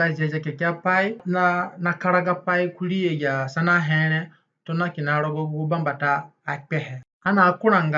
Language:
Zande (individual language)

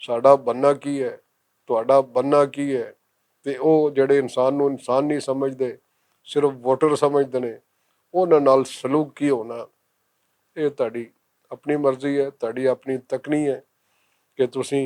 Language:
Western Panjabi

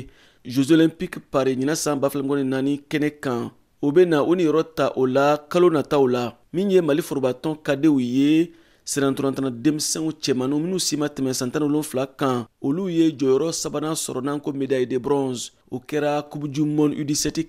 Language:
Bambara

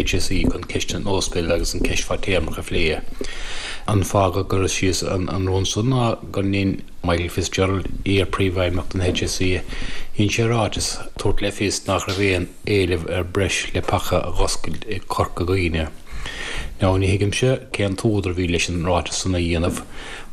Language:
Irish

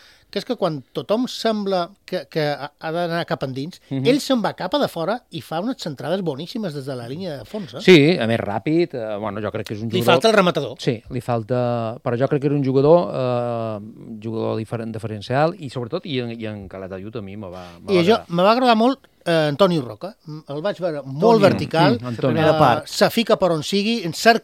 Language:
Catalan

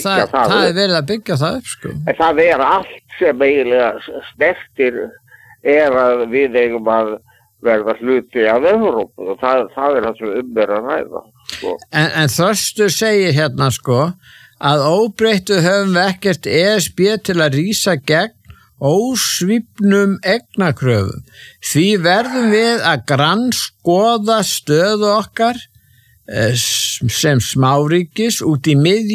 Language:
Icelandic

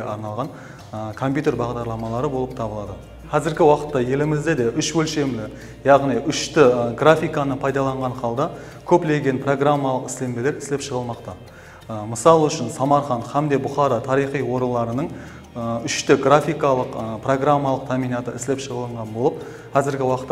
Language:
Kara-Kalpak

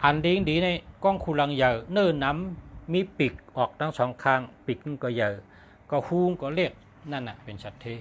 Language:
Shan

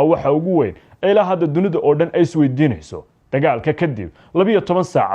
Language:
Somali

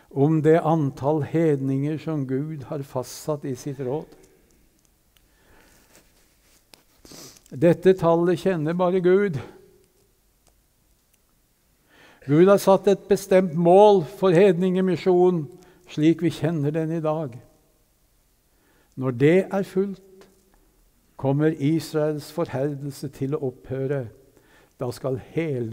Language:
Norwegian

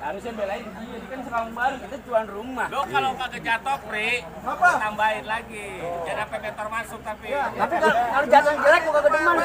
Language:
Betawi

